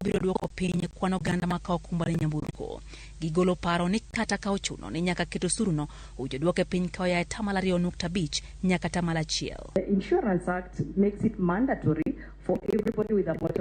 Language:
Luo (Kenya and Tanzania)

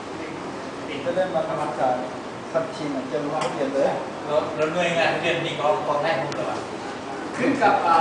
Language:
Lao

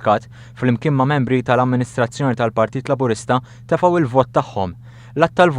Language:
Maltese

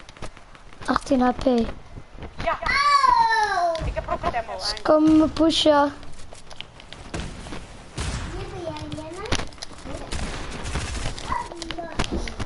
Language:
Dutch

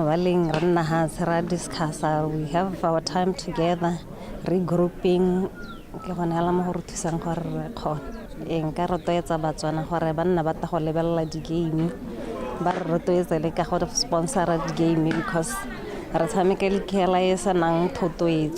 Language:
Tswana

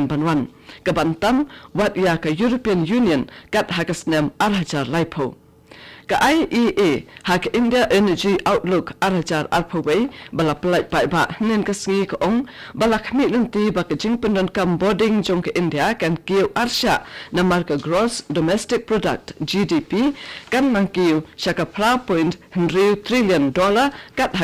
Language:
Khasi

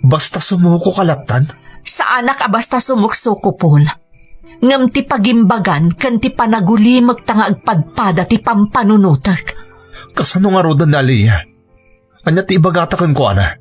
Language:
Iloko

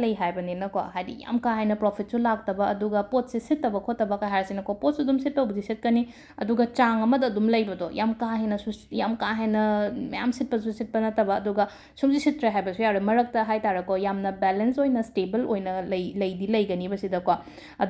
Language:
Manipuri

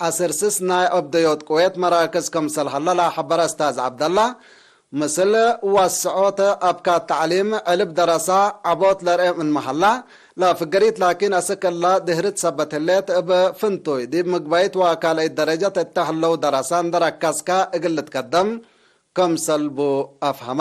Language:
Tigre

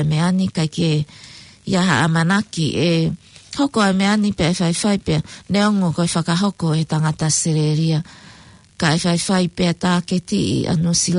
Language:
Tongan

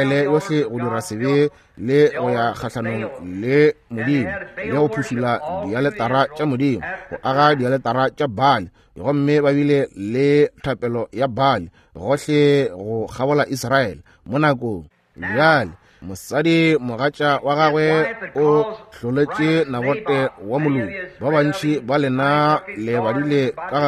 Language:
Northern Sotho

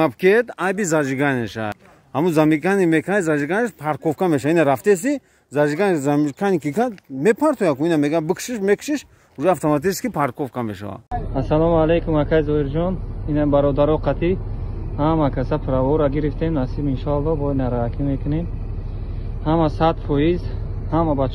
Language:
Tajik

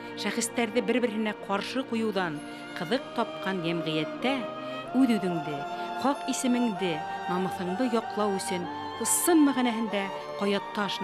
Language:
Bashkir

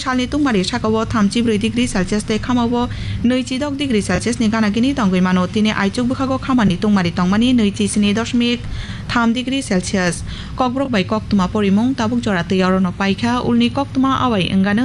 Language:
Kok Borok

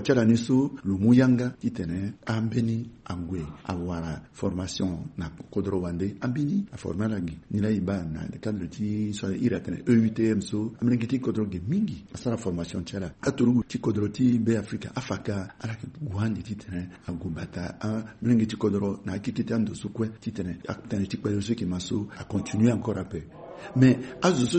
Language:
Sango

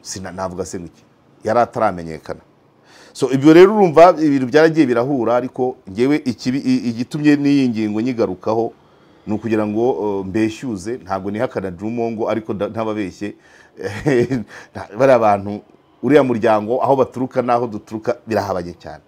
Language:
Kinyarwanda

